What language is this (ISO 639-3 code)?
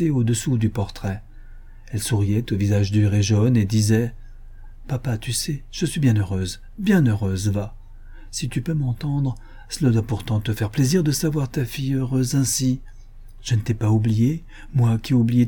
fra